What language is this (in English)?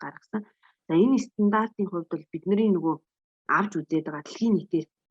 Mongolian